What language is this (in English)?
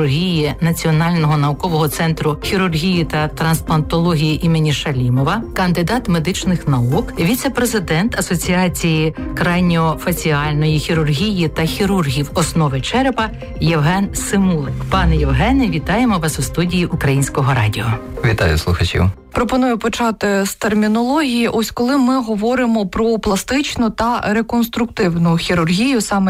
Ukrainian